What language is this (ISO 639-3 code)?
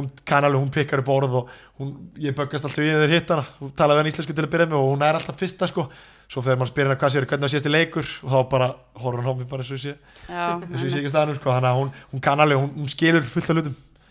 isl